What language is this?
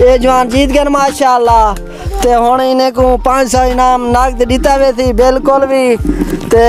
Saraiki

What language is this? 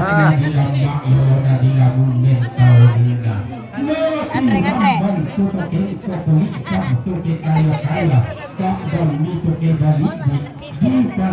Toraja-Sa'dan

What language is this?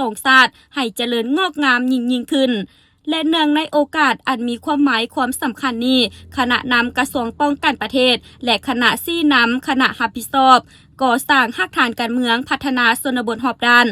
Lao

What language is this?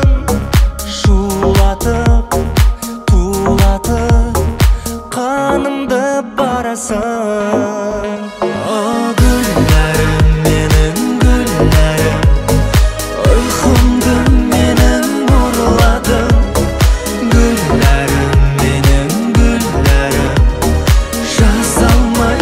Kazakh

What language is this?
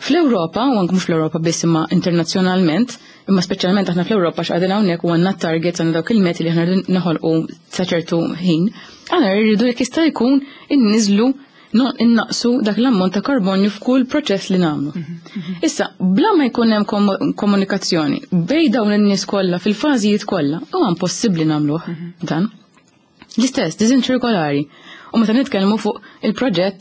Maltese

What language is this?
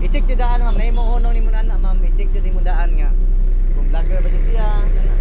Cebuano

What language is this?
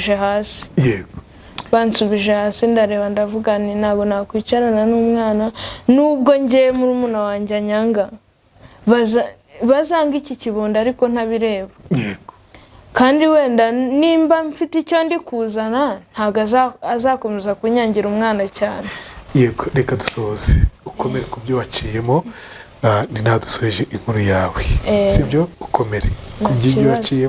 Kinyarwanda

